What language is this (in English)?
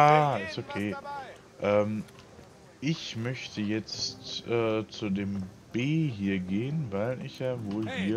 German